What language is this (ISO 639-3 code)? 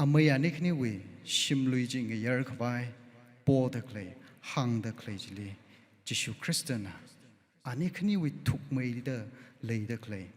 nmf